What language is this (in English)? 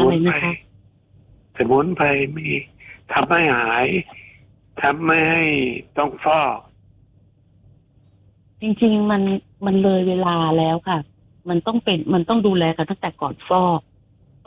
Thai